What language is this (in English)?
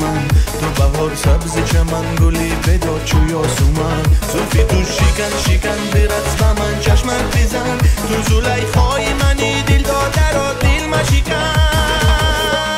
Persian